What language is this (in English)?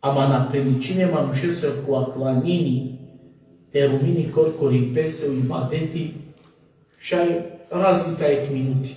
Balkan Romani